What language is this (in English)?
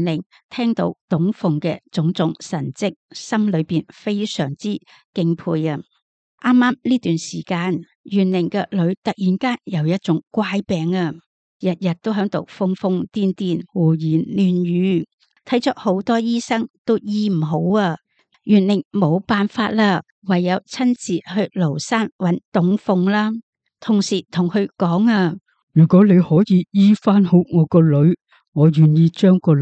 Cantonese